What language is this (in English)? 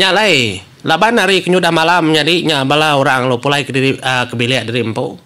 Iban